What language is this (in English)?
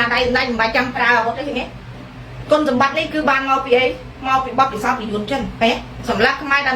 Khmer